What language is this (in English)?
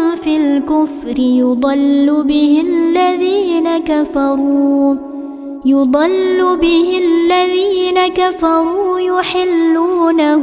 Arabic